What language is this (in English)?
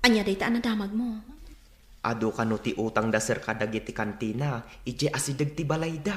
Iloko